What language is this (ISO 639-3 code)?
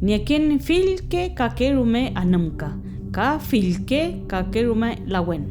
arn